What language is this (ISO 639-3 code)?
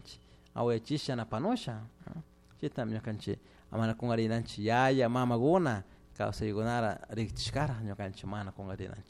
qug